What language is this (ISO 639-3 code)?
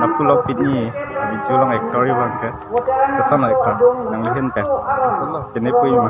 mjw